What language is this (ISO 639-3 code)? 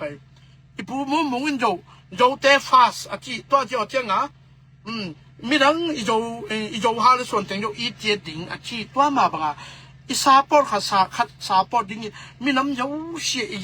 ctd